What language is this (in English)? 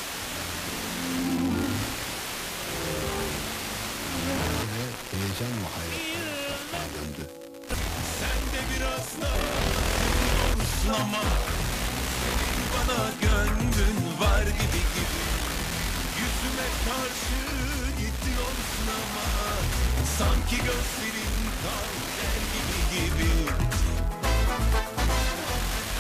Turkish